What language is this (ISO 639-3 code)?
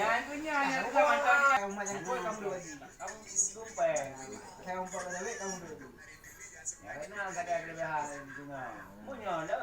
ace